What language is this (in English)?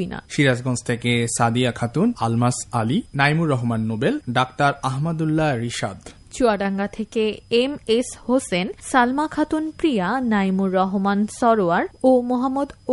Bangla